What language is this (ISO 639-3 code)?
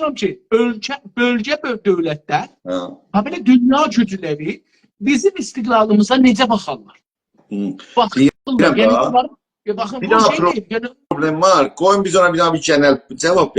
azb